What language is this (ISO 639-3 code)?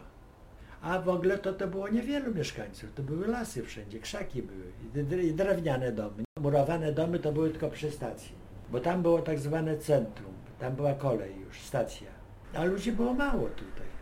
pol